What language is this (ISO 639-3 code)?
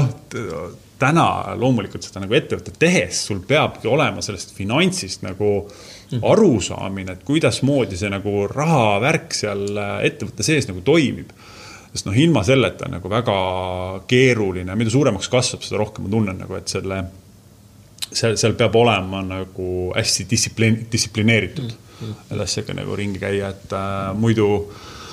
est